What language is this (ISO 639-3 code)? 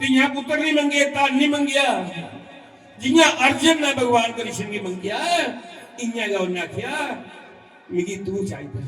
doi